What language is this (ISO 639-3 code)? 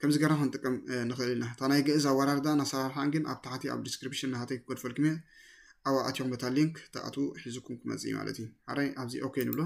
tir